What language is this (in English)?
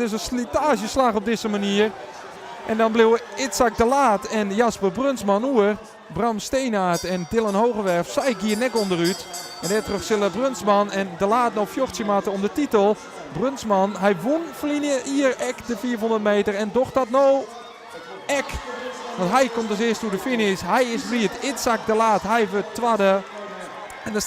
Western Frisian